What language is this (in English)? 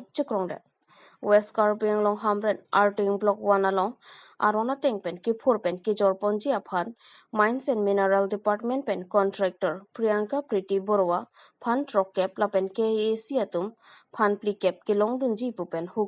Karbi